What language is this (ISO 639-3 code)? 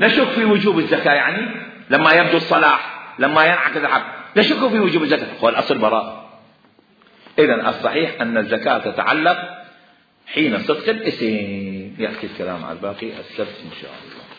acm